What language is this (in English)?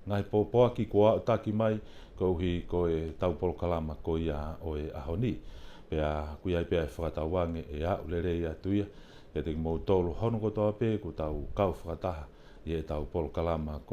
Tongan